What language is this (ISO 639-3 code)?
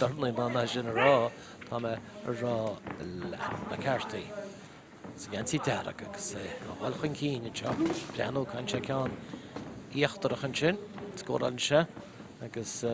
gle